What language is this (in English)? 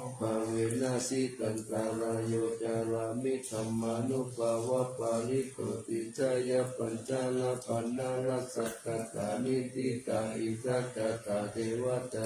Pali